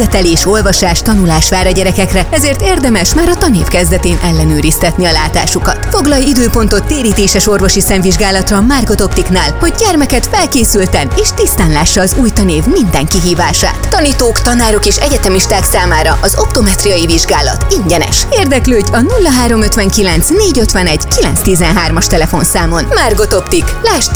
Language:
Hungarian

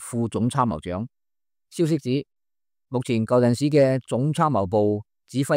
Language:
Cantonese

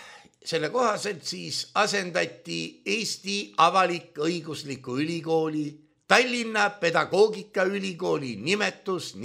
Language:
Estonian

